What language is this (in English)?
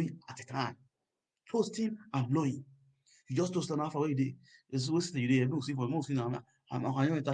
Nigerian Pidgin